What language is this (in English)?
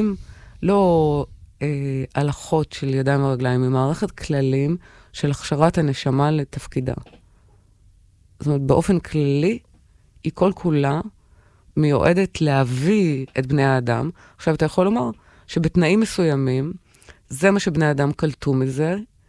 Hebrew